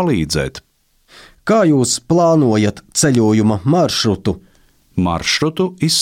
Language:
Latvian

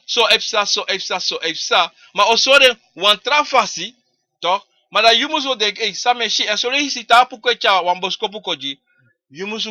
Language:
Sranan Tongo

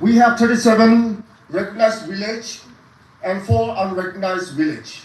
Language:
Naga Pidgin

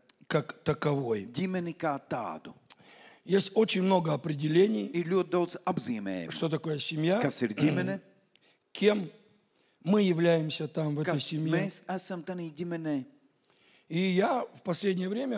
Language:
Russian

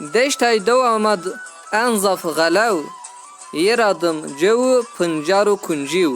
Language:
Zaza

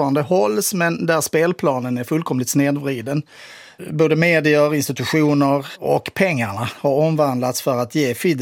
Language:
Swedish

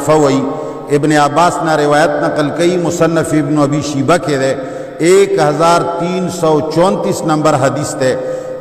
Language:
Pashto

